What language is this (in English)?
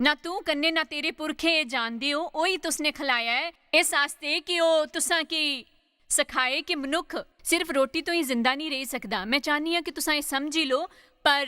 Dogri